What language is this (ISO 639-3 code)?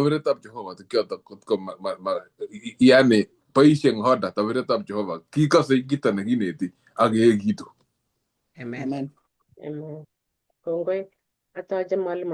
kln